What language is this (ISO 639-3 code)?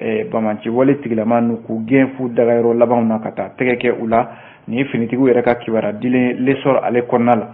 bam